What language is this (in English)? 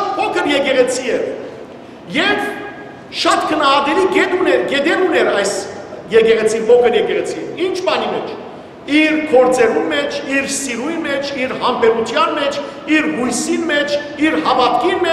Western Armenian